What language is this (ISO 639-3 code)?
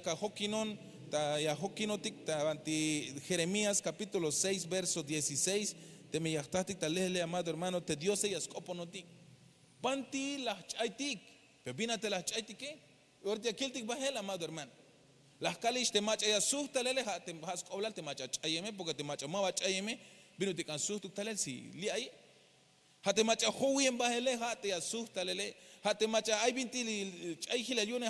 tzh